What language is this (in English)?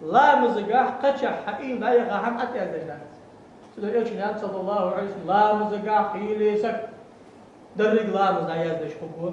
Ingush